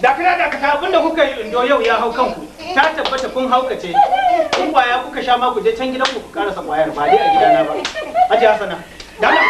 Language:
Hausa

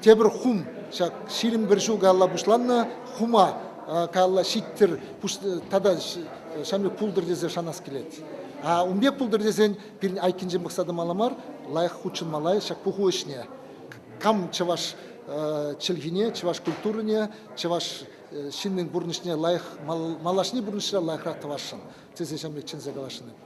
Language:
Chuvash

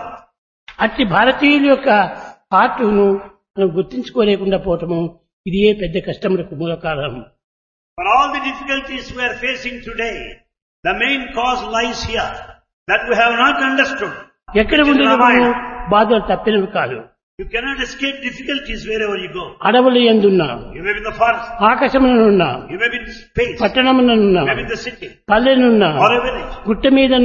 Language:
Telugu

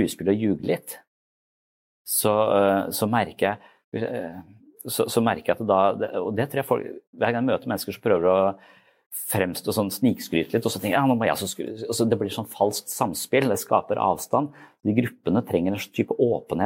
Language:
Norwegian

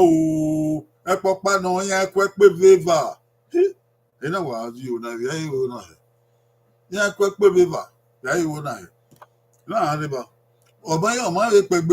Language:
Bini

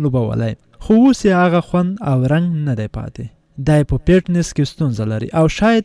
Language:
Pashto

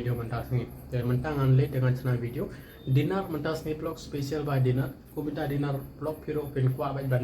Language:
Khasi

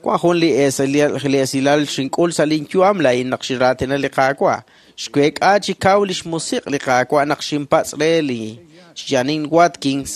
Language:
Kekchí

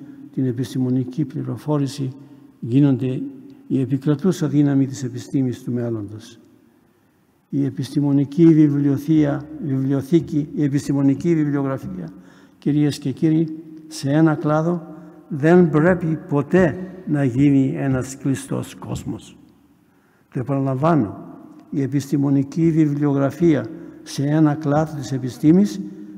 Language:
Greek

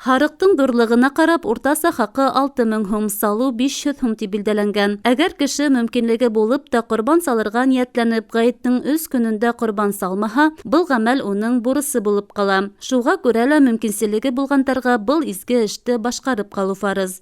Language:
Bashkir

